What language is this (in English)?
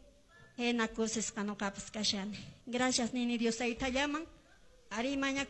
Quechua